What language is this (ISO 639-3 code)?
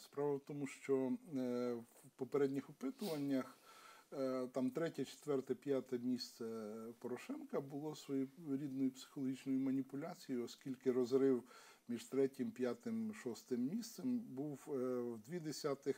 ukr